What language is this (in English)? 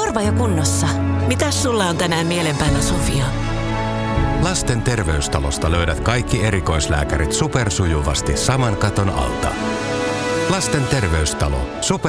Finnish